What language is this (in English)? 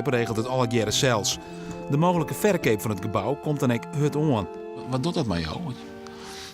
Western Frisian